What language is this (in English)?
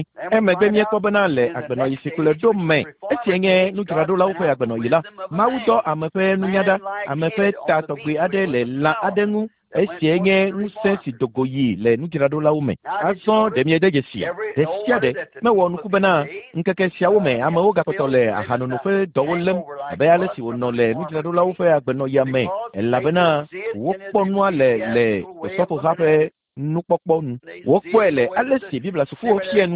Ewe